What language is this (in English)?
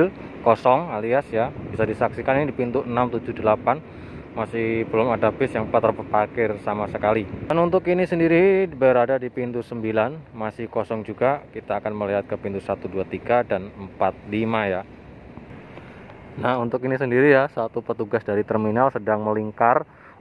Indonesian